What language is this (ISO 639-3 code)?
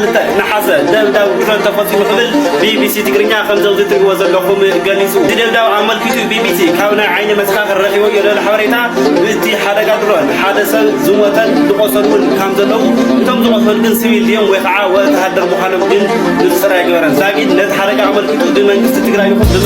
tir